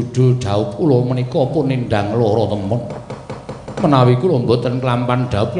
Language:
Javanese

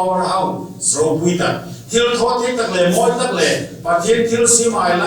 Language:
Hmar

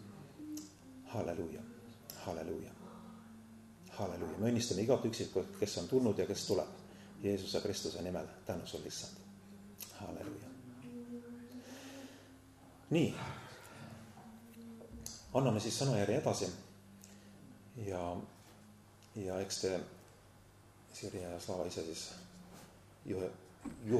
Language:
Estonian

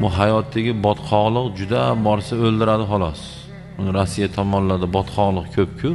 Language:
Uzbek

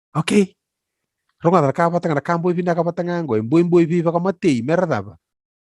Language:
Fijian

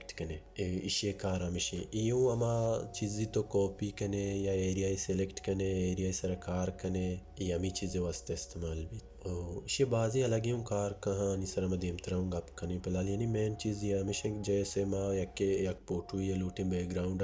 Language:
Baluchi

